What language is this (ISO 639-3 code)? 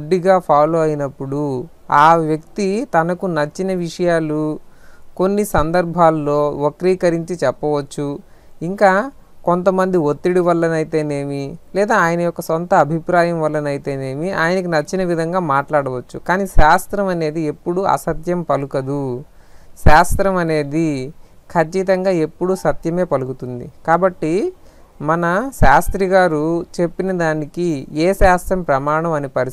tel